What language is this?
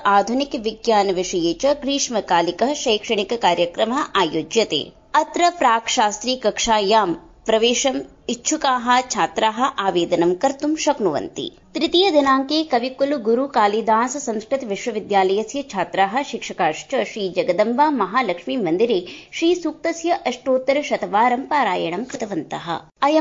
Sanskrit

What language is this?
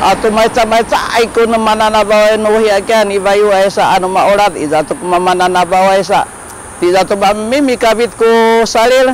Sakizaya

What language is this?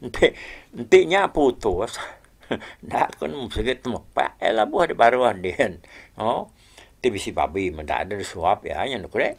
Iban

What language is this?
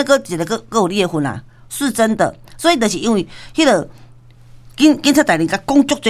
Min Nan Chinese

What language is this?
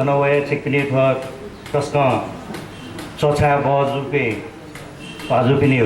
Newari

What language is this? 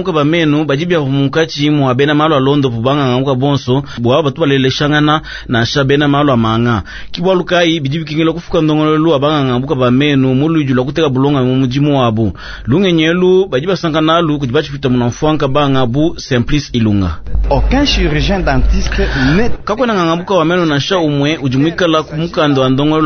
Luba-Lulua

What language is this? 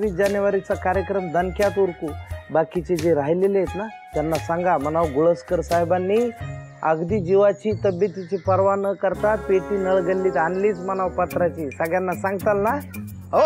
Marathi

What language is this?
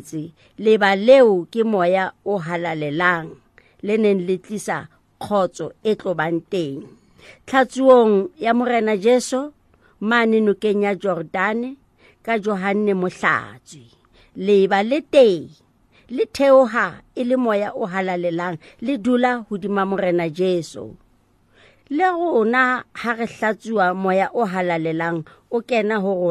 Southern Sotho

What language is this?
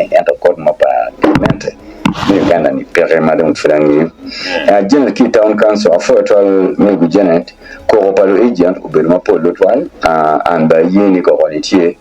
Acoli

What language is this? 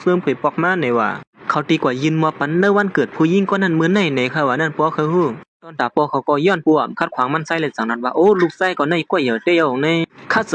Shan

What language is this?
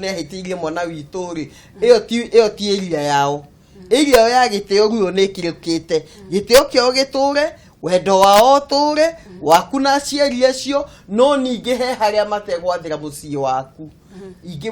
Kikuyu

